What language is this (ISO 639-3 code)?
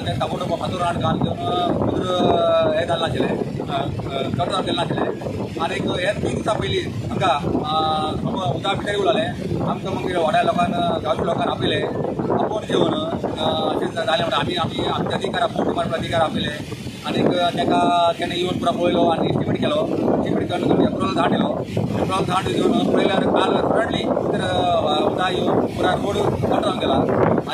kok